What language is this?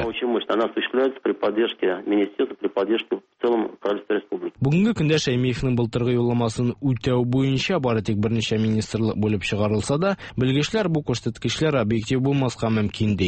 Tatar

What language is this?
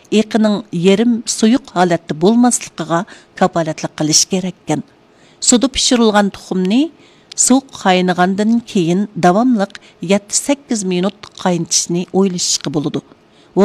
Uyghur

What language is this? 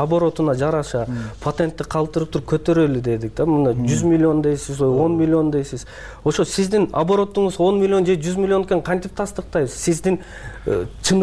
Kyrgyz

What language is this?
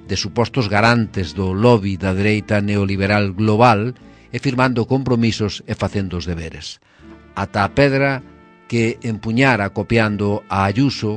Galician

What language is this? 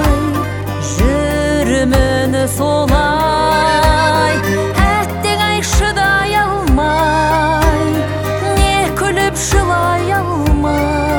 Kazakh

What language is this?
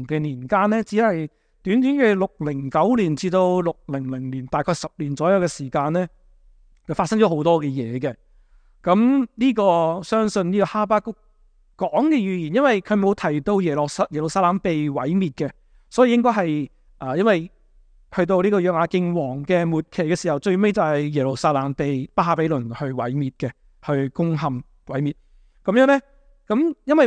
Cantonese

